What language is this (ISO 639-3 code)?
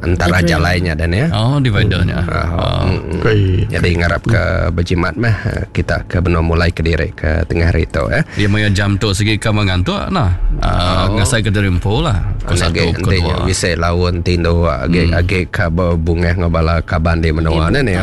iba